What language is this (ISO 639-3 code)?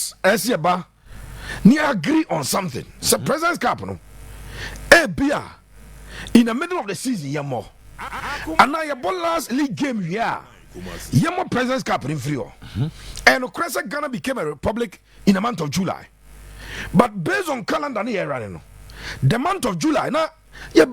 aka